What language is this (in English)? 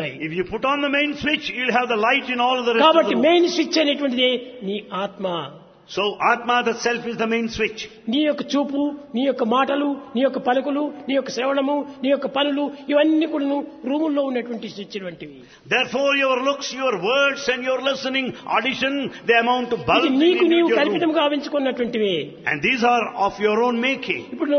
Telugu